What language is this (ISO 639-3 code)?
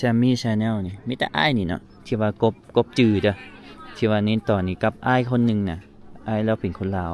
lao